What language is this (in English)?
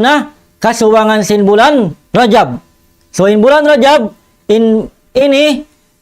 Tausug